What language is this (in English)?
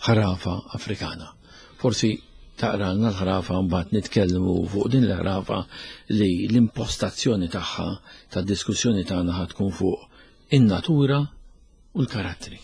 Maltese